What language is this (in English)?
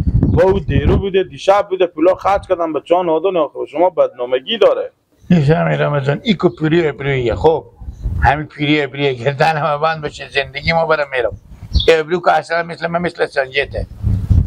Persian